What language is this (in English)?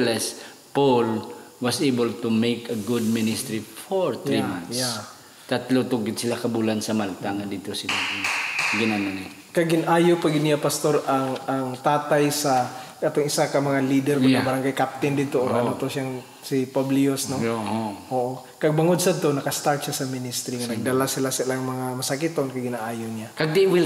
Hiligaynon